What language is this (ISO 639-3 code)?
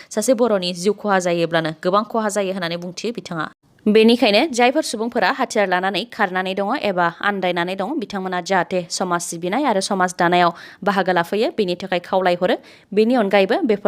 brx